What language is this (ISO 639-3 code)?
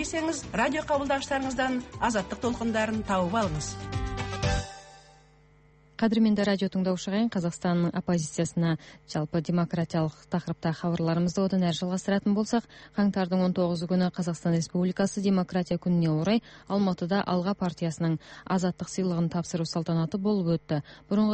kaz